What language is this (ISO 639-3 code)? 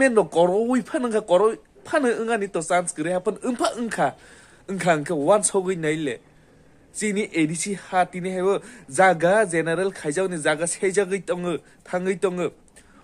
trp